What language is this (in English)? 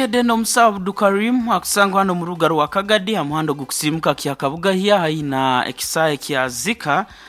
Nyoro